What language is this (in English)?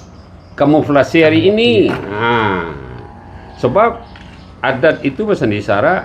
Minangkabau